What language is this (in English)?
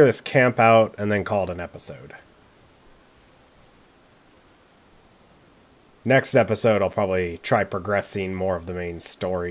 English